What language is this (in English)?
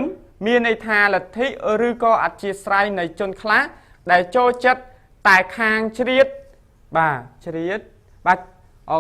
Khmer